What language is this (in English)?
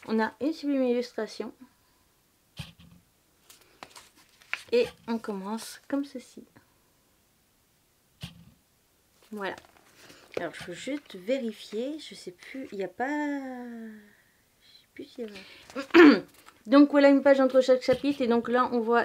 French